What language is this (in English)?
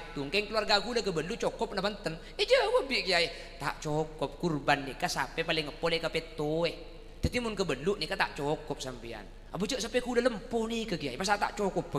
Madurese